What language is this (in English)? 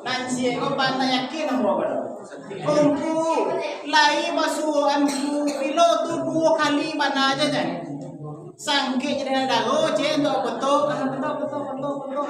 Minangkabau